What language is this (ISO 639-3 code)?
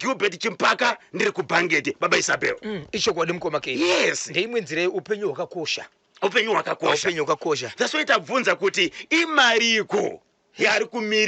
sna